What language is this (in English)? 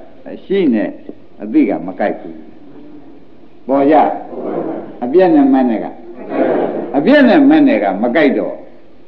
Burmese